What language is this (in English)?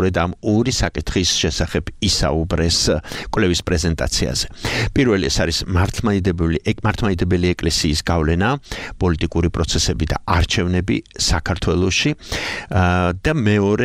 Georgian